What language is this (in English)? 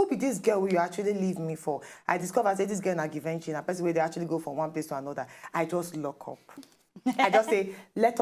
Nigerian Pidgin